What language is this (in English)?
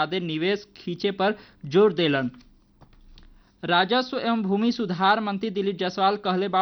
Bhojpuri